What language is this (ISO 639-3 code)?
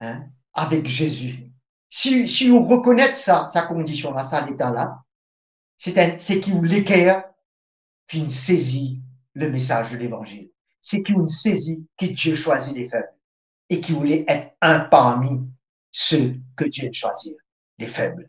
mfe